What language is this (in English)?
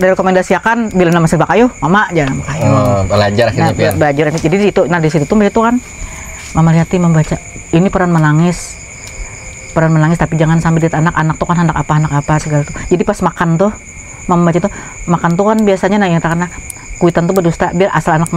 Banjar